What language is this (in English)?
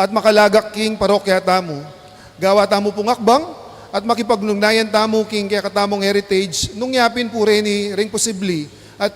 Pampanga